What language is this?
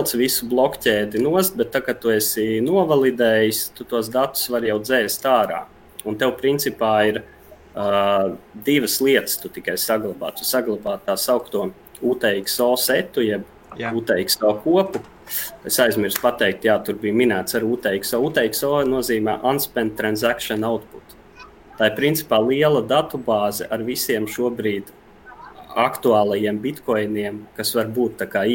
Latvian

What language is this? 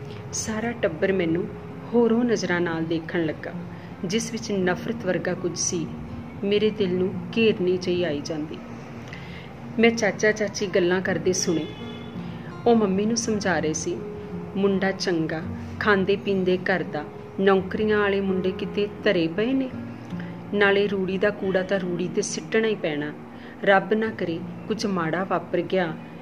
Punjabi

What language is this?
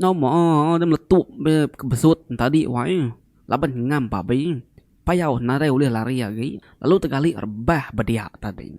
Iban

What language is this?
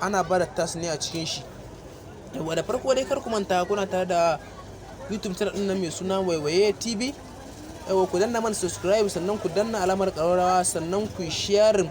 Hausa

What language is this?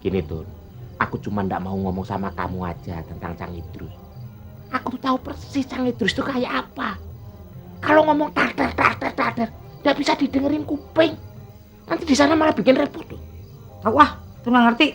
Betawi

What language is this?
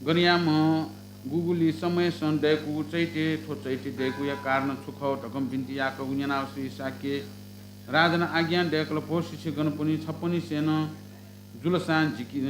Newari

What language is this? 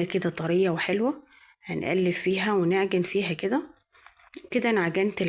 Egyptian Arabic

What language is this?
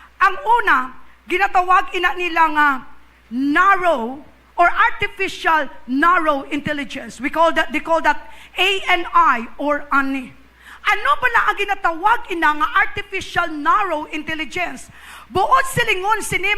Hiligaynon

